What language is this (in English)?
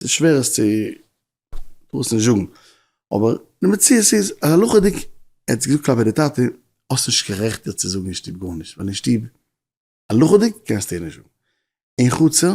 Yiddish